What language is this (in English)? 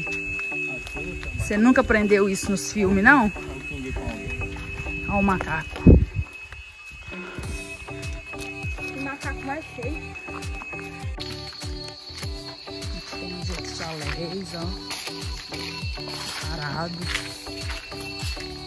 Portuguese